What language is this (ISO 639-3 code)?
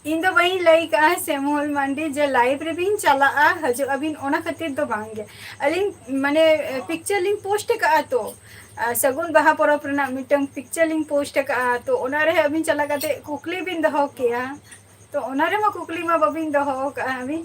sat